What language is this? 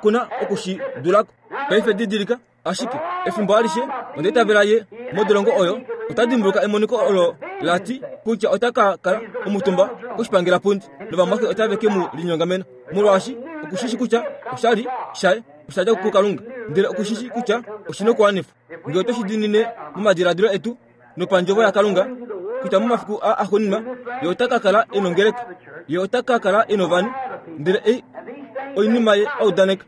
Kuanyama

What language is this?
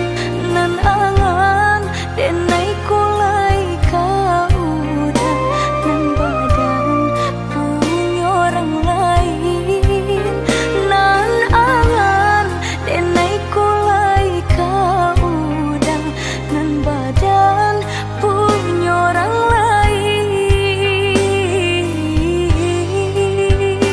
Minangkabau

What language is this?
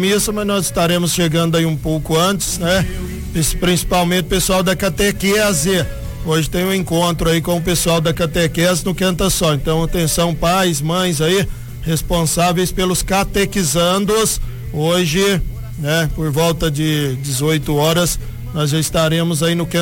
Portuguese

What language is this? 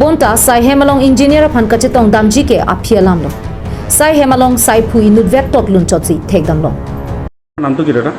Karbi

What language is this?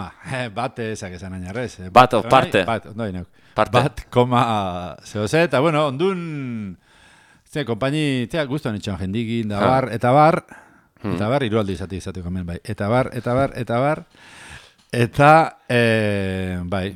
Basque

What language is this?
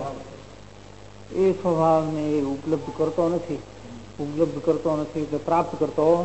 Gujarati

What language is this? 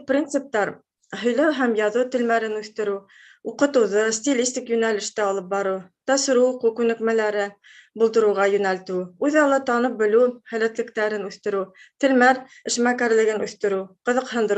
Bashkir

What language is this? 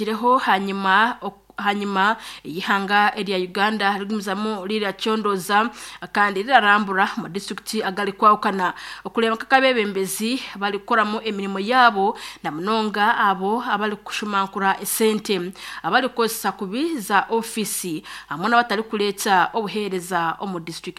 Nyankole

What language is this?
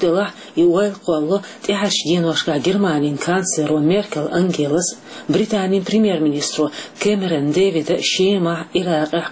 Chechen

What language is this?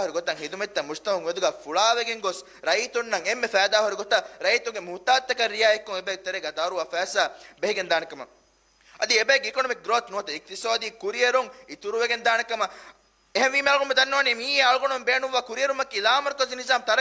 Divehi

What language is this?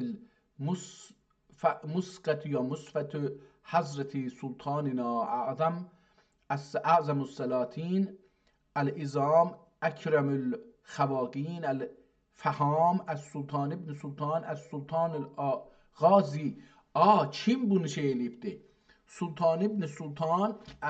South Azerbaijani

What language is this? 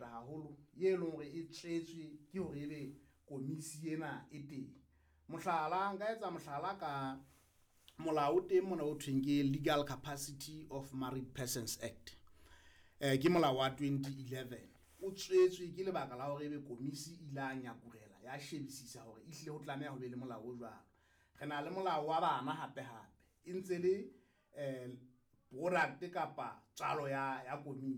Southern Sotho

